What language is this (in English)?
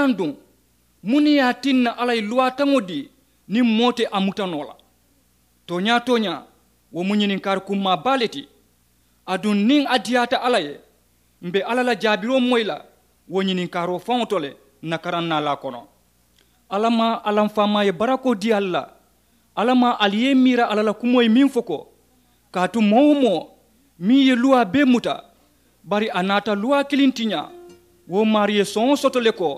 Mandingo